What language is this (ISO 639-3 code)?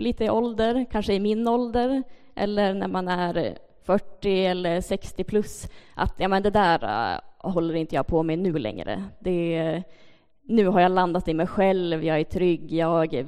swe